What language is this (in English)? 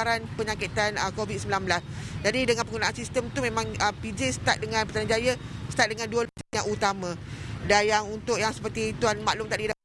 Malay